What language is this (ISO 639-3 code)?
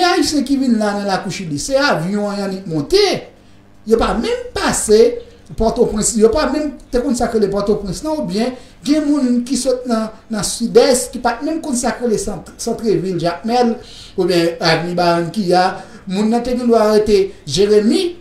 hat